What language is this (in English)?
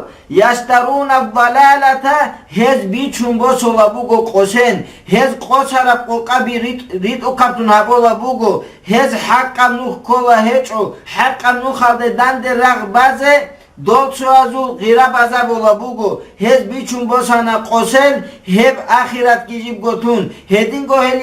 Avaric